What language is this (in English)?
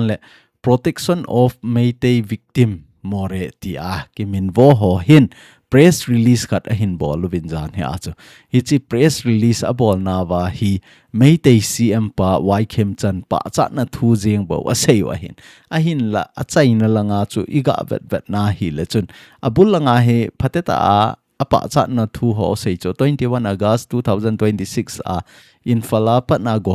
Thado Chin